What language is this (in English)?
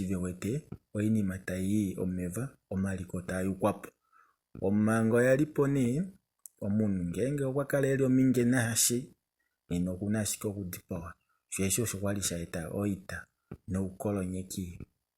Kuanyama